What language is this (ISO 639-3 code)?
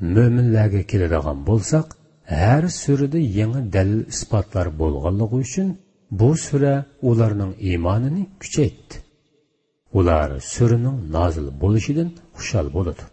uig